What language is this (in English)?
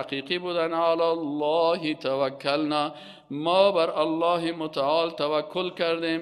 Persian